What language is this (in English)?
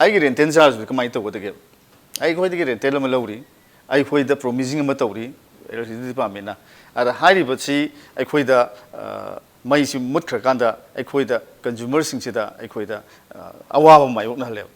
Manipuri